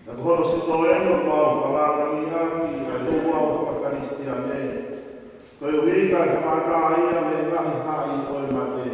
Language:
Tongan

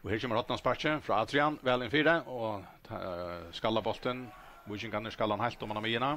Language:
Faroese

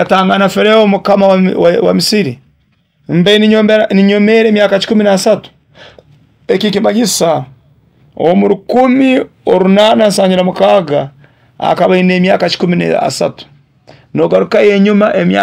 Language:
Nyoro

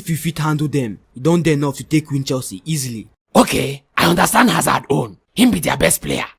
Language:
Nigerian Pidgin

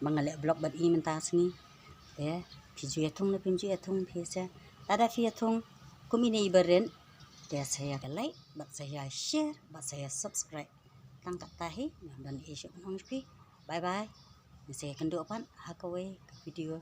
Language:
Khasi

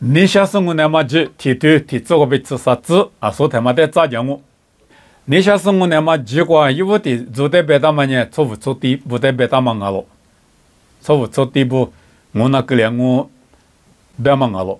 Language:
Lisu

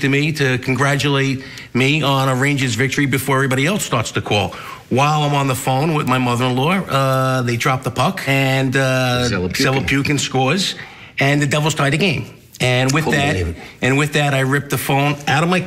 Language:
English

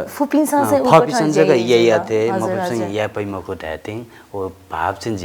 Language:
Newari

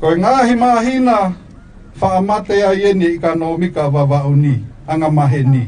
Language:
Tongan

